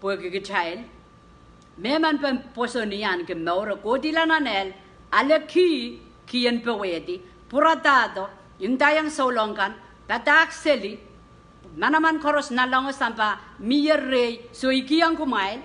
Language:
Pohnpeian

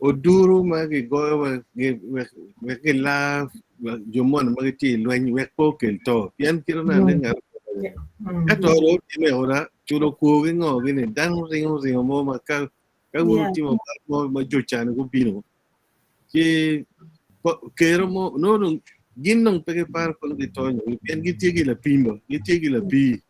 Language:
Acoli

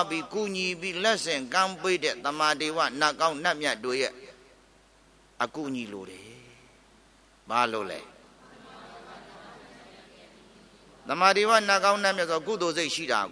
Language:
Burmese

